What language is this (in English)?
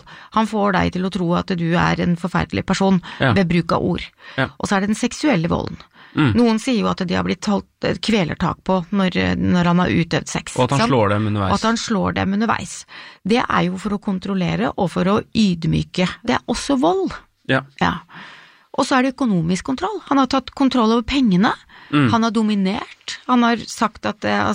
Norwegian